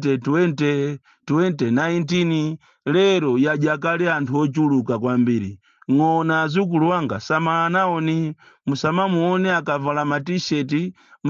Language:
Nyanja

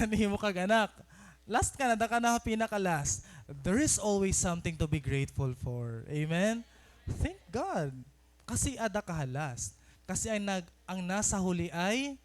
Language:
Waray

